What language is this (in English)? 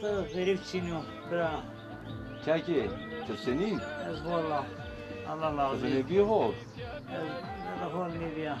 Zaza